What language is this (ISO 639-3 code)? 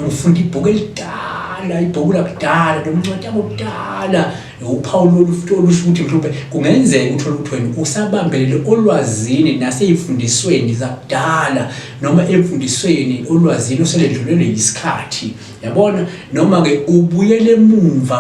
zul